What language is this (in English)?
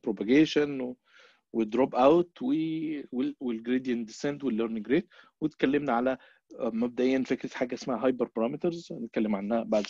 Egyptian Arabic